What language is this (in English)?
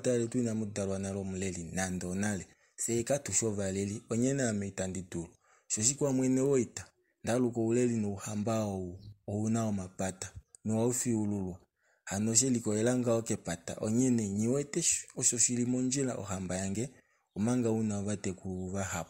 Kuanyama